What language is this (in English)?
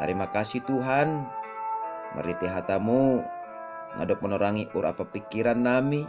Batak Simalungun